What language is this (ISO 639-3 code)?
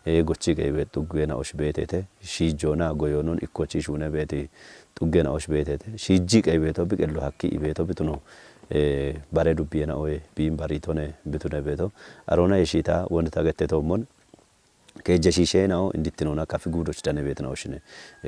kbr